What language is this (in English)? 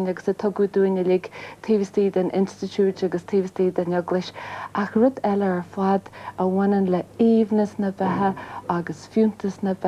Irish